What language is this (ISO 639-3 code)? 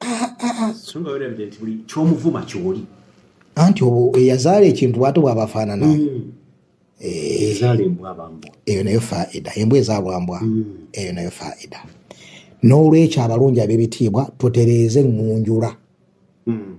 lug